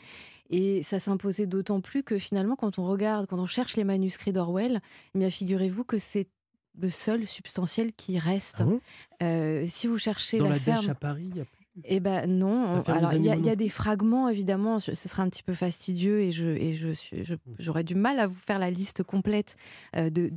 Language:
French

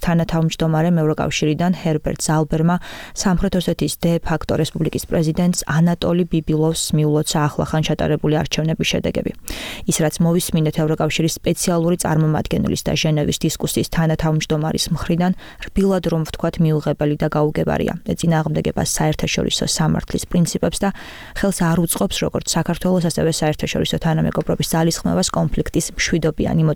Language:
Georgian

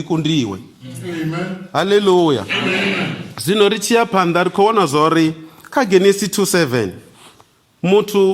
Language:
Venda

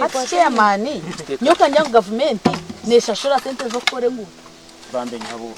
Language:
Nyankole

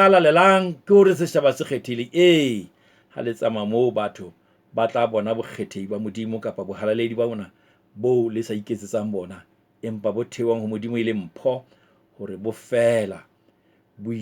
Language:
Southern Sotho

